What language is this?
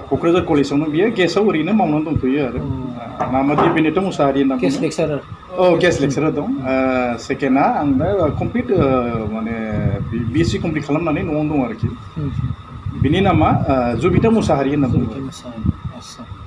Bodo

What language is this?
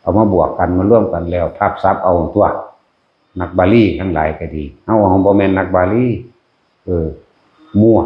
Northeastern Thai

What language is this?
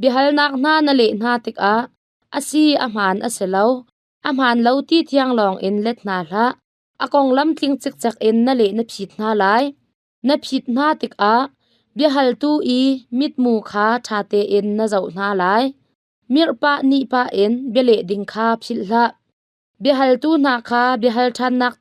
Hakha Chin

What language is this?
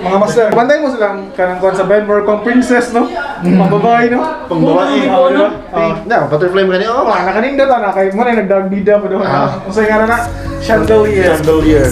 Cebuano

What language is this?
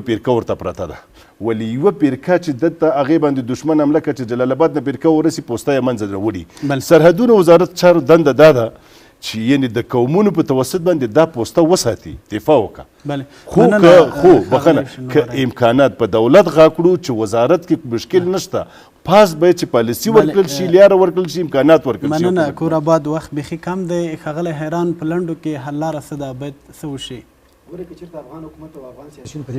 Pashto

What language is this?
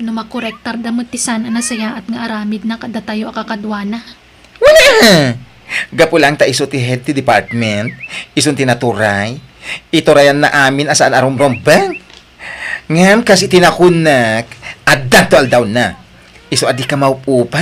Iloko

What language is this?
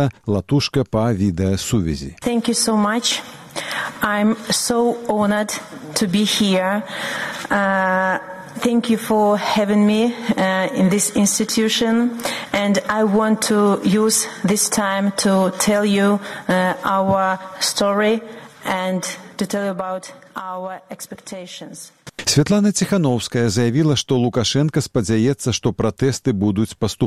Belarusian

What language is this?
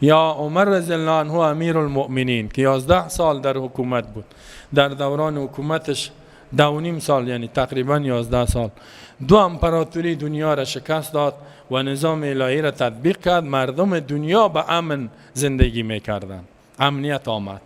Persian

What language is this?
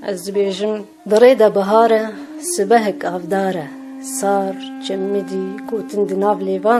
Kurdish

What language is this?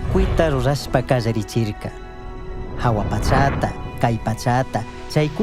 Chimborazo Highland Quichua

